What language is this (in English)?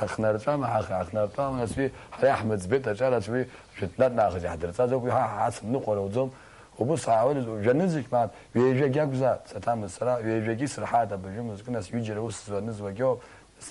Abkhazian